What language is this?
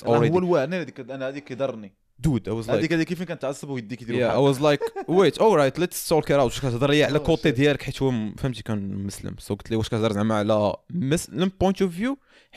Moroccan Arabic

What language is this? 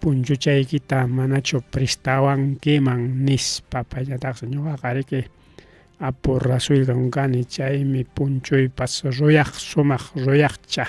Ayacucho Quechua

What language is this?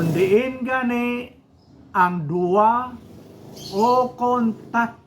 Hiligaynon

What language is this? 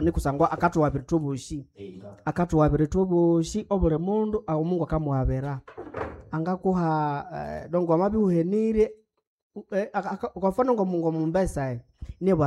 Nande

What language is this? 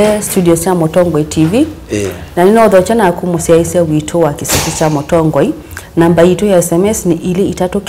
Kamba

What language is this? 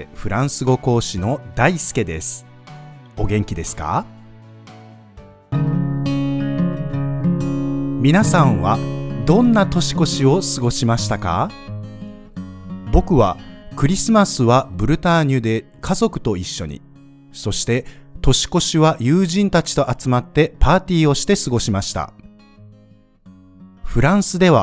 Japanese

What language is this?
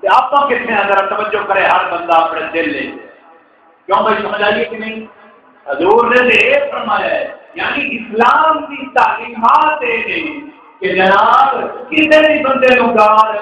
Saraiki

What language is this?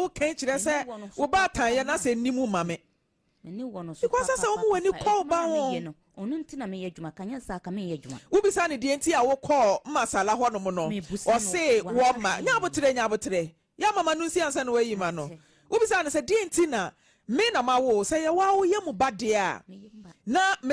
Akan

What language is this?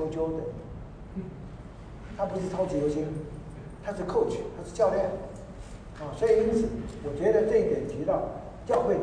Chinese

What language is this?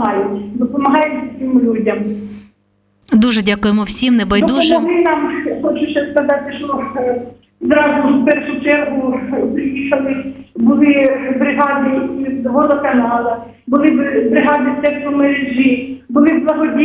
Ukrainian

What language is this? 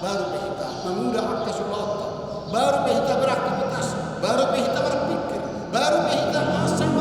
Batak Toba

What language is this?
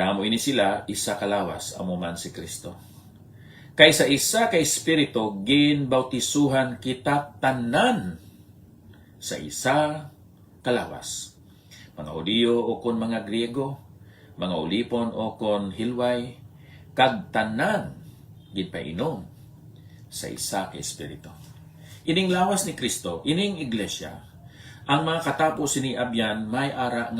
Hiligaynon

